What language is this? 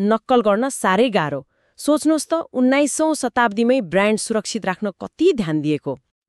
Nepali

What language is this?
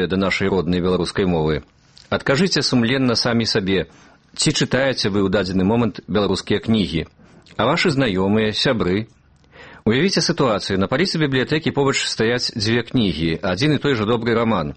Belarusian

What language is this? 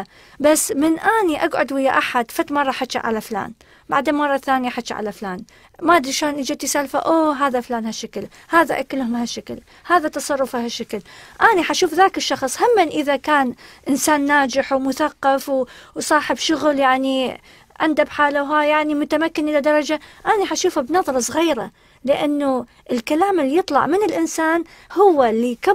Mesopotamian Arabic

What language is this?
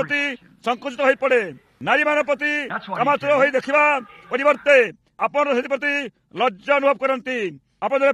Odia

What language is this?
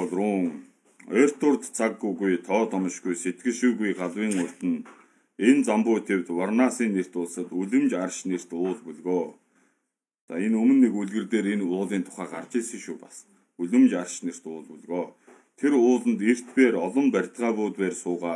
Mongolian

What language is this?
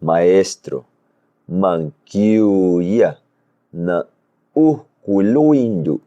Guerrero Amuzgo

